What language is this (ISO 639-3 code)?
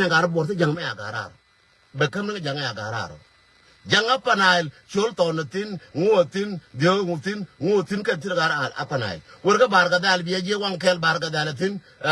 nus